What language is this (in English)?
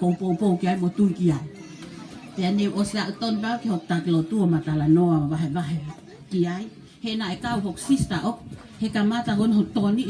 Tongan